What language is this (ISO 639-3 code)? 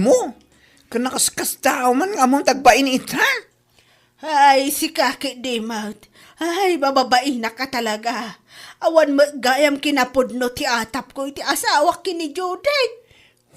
ilo